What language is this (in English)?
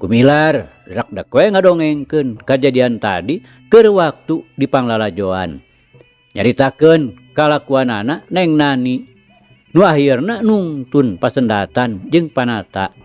Sundanese